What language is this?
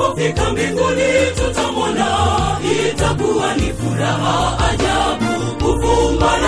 Swahili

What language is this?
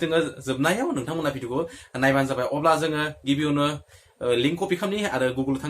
Bodo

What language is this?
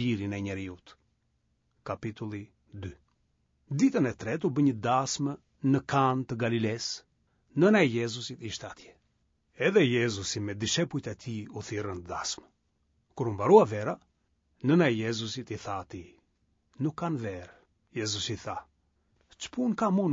Albanian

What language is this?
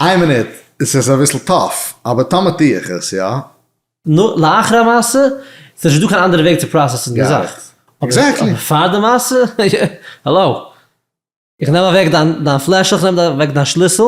Yiddish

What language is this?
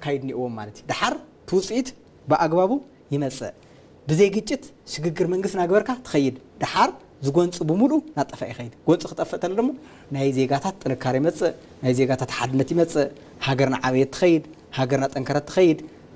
Tigrinya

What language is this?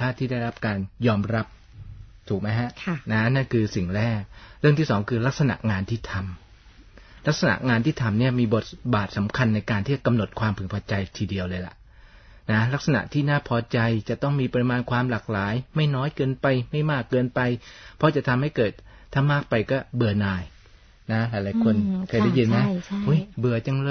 Thai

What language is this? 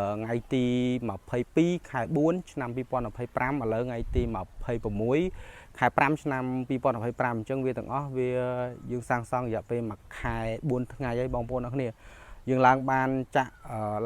Khmer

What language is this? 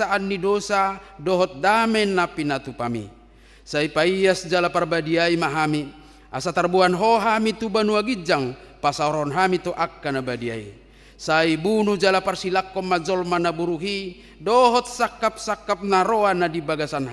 Batak Toba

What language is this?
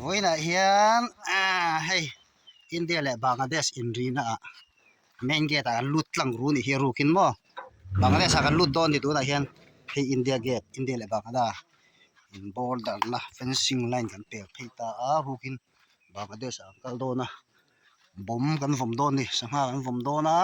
Mizo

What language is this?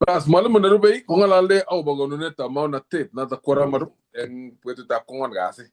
Kalenjin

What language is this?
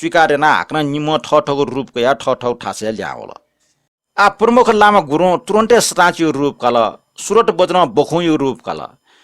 Newari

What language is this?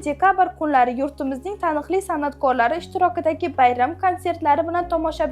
Uzbek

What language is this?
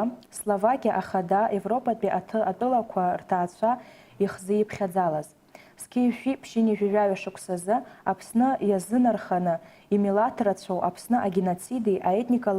Abkhazian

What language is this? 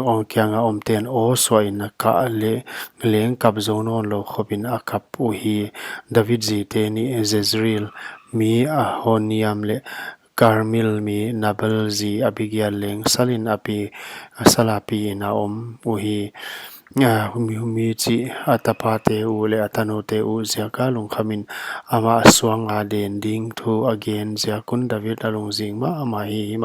Paite Chin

